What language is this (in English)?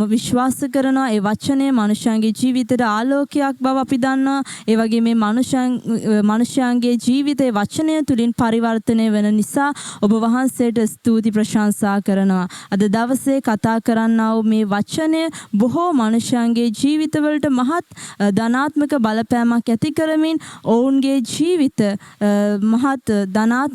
Sinhala